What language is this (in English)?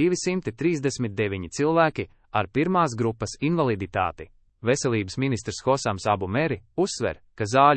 Latvian